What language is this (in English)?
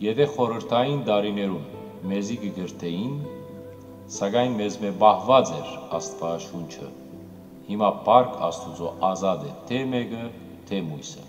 Western Armenian